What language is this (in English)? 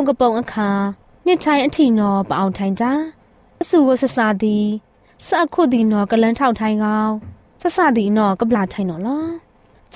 Burmese